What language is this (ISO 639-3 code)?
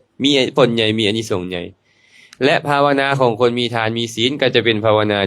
lao